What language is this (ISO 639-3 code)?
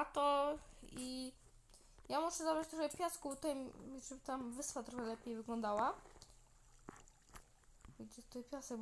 pol